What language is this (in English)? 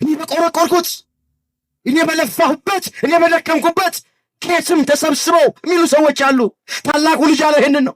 Amharic